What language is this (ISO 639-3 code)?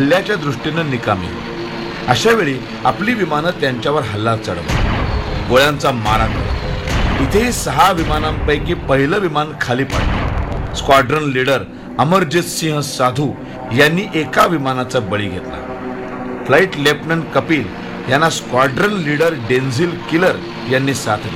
mar